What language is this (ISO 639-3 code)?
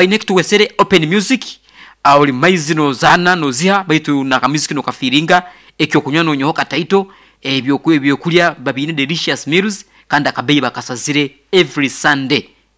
nyo